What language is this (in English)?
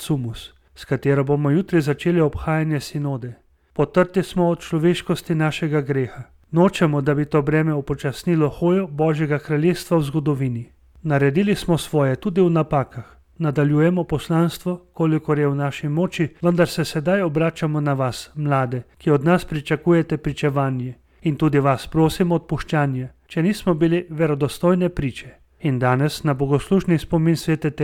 Slovenian